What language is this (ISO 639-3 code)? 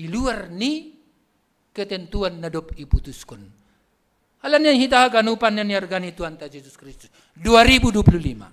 bts